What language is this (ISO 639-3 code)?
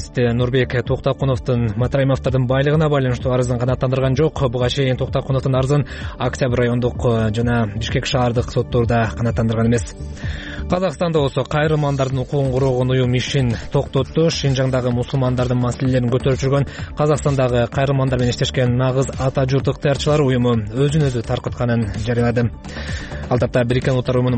kir